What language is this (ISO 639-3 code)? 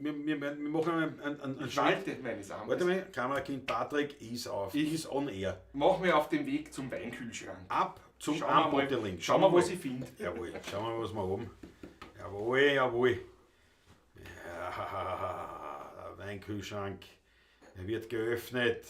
bar